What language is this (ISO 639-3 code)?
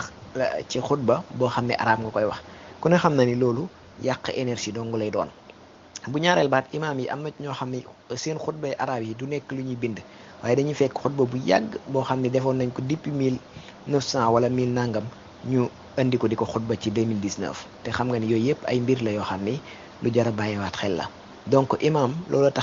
wol